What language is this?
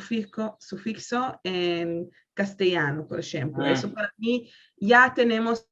Ladino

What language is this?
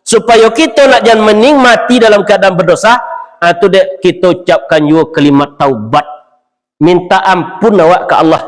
Minangkabau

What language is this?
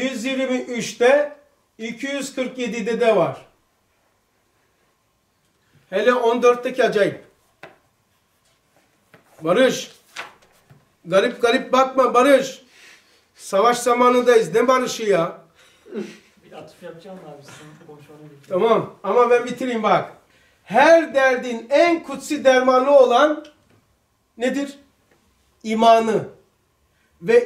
Turkish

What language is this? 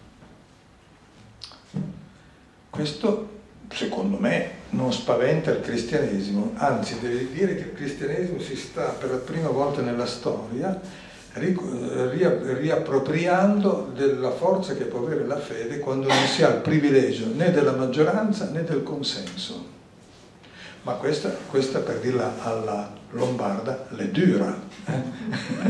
Italian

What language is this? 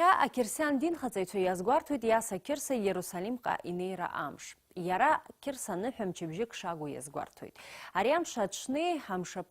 Abkhazian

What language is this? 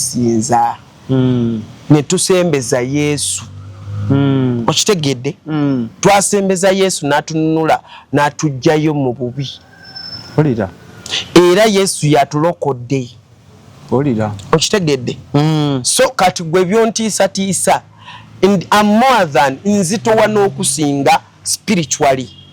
Ganda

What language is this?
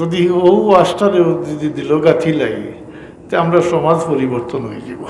Sylheti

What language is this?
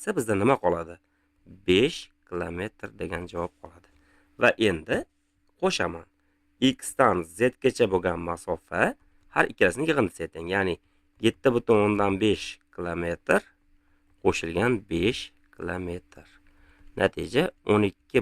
Uzbek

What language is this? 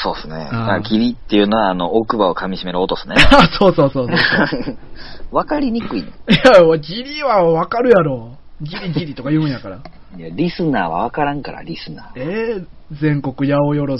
Japanese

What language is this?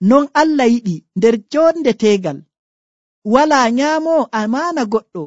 Nigerian Fulfulde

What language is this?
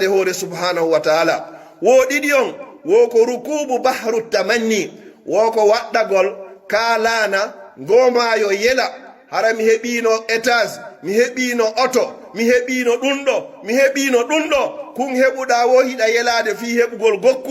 Pular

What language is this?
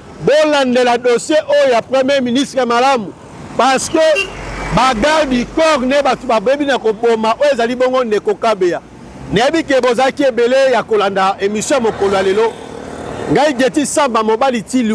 Lingala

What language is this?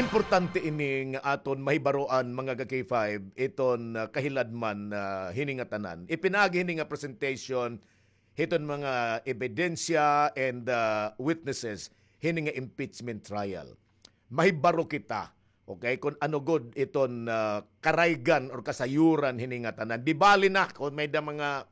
Waray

